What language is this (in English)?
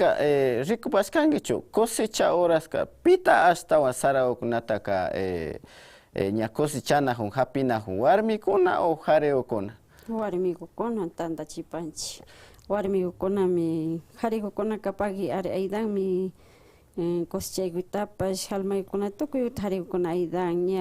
Imbabura Highland Quichua